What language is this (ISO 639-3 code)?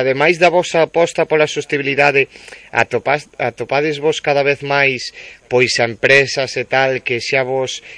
glg